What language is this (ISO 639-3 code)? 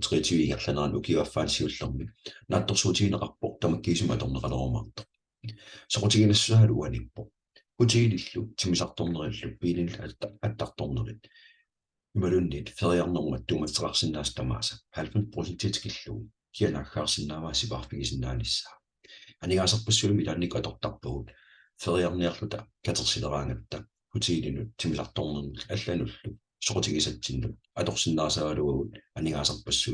kal